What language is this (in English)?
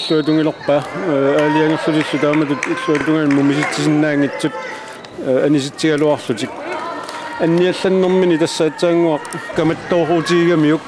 Kalaallisut